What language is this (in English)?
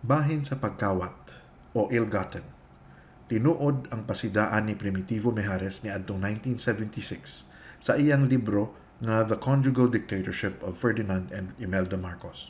Cebuano